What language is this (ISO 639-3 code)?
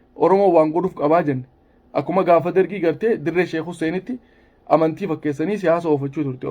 orm